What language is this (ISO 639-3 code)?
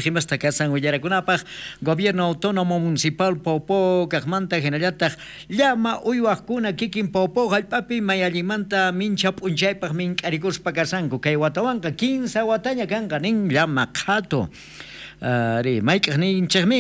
quh